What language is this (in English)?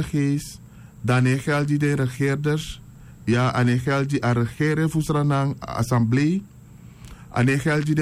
Sranan Tongo